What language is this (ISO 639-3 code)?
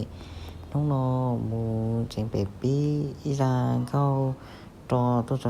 hmn